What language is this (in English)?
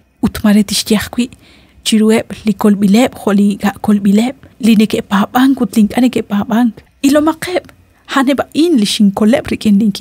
Kekchí